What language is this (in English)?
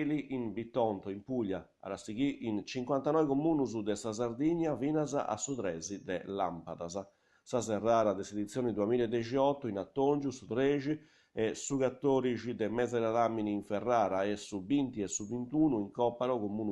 Sardinian